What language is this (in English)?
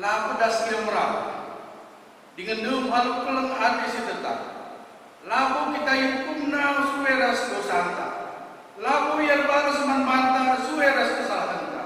Batak Karo